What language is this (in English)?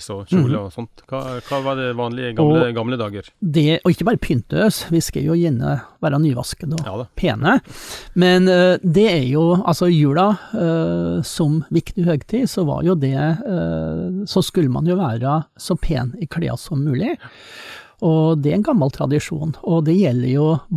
Norwegian